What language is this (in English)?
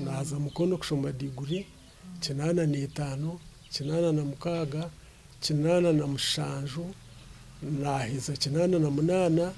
Nyankole